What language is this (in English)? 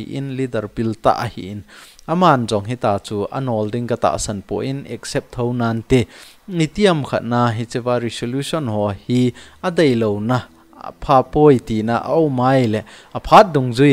Thado Chin